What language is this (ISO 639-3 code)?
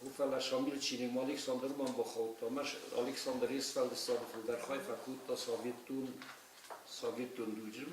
oss